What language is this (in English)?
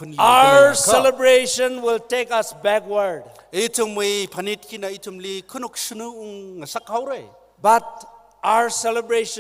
Tangkhul Naga (India)